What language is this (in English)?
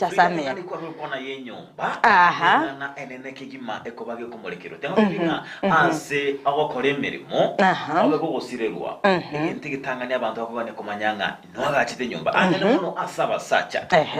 Gusii